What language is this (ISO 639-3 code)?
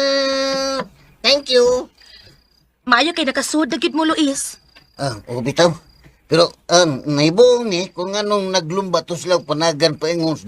ceb